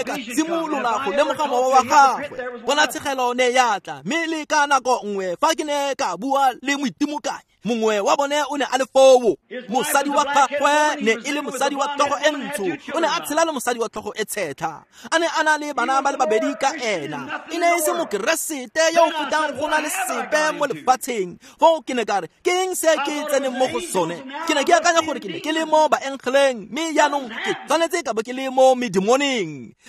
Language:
Tswana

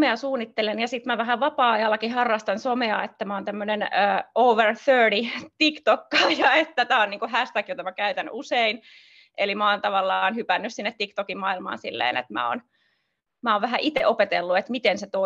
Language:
Finnish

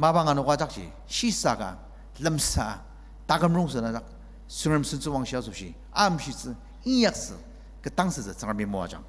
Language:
Ao Naga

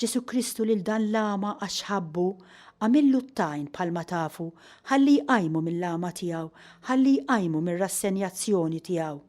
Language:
Maltese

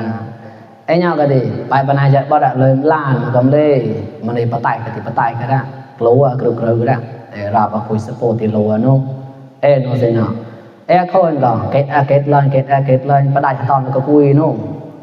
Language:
Mon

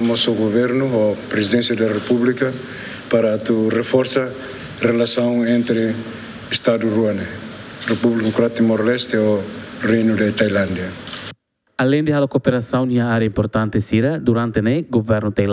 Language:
Tetum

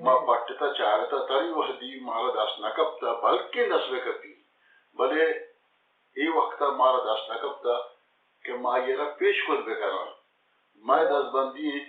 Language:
Baluchi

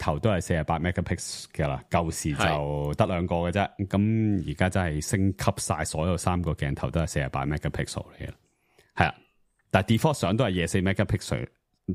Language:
Cantonese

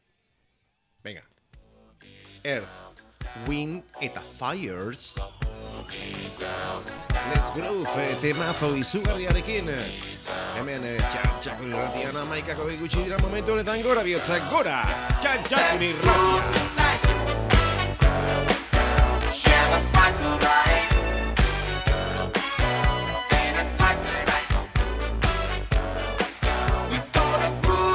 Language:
Basque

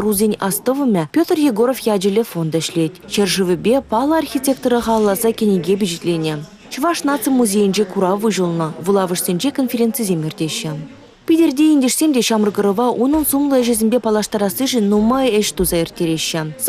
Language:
Chuvash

